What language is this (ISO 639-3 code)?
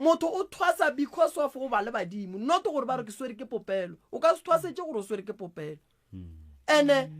nso